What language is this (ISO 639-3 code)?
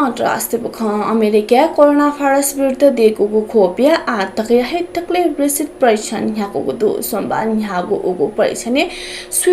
new